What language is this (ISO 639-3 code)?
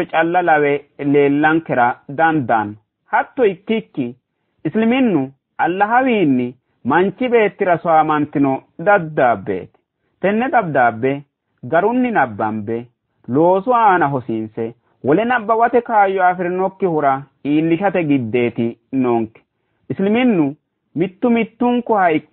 sid